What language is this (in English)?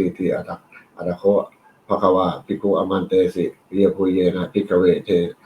Pali